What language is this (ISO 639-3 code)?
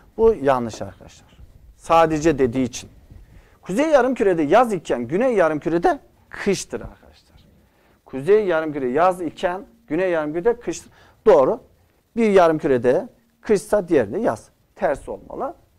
tur